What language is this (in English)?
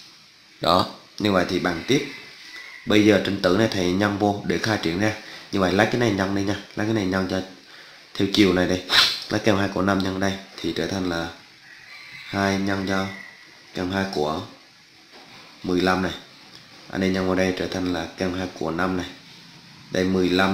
Vietnamese